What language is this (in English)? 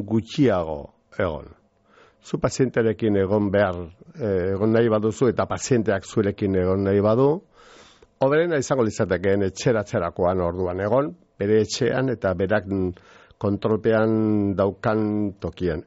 Basque